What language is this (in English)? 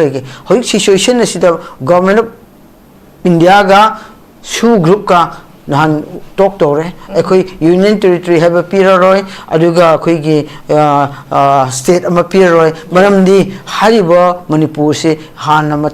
Manipuri